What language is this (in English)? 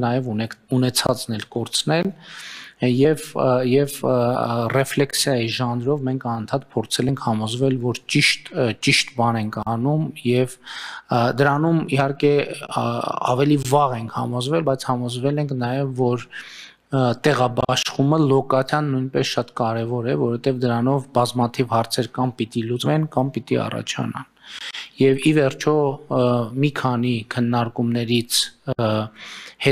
Armenian